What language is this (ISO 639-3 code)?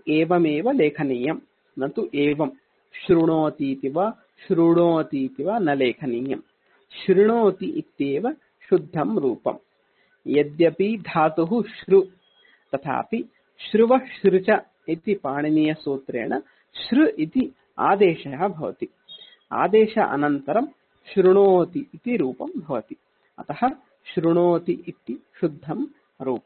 san